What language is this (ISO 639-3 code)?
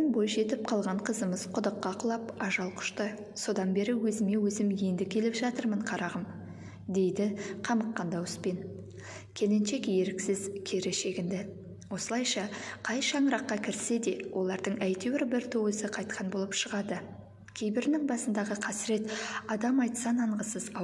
kaz